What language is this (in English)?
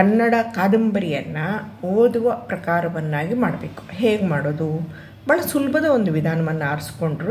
Kannada